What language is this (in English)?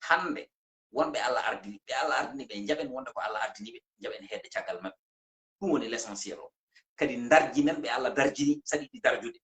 Fula